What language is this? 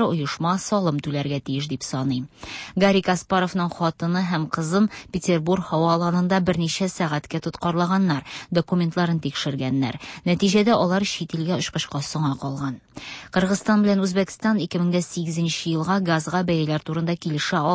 Tatar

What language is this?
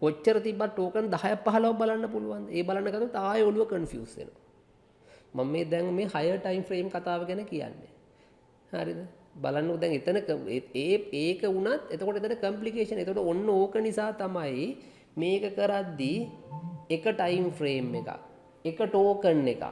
Sinhala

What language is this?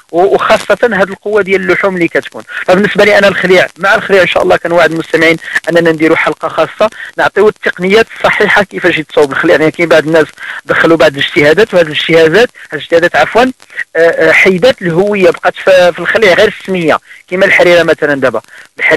Moroccan Arabic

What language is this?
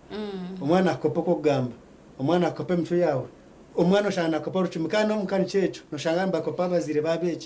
Nyankole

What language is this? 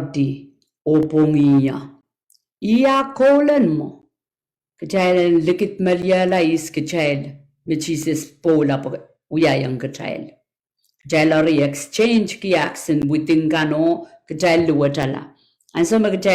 Pohnpeian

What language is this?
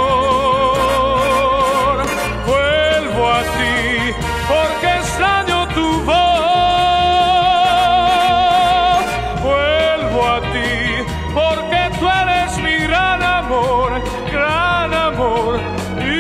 Spanish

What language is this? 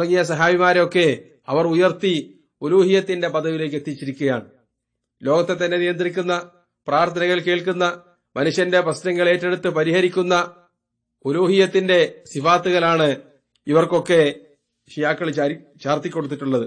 Malayalam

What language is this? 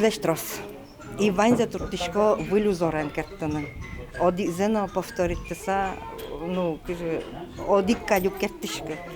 Udmurt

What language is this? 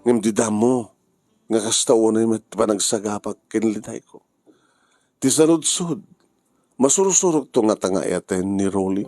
Iloko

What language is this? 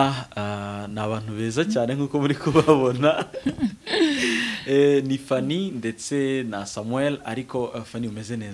Kinyarwanda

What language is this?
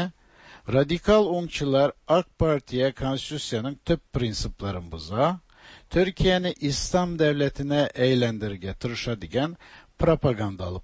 Tatar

